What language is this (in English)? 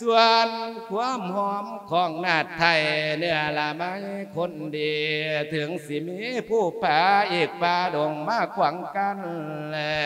Lao